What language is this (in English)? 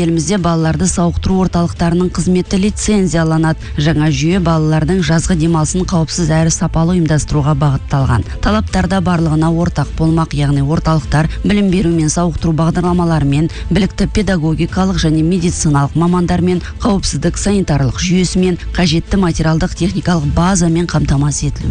Kazakh